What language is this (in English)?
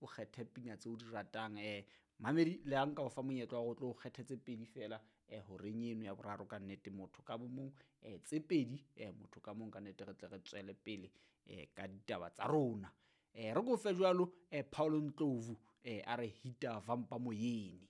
Southern Sotho